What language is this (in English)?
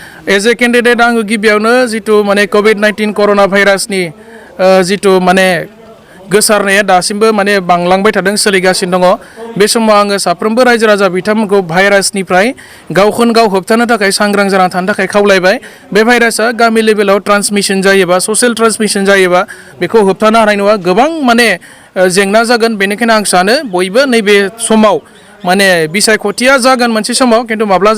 Bodo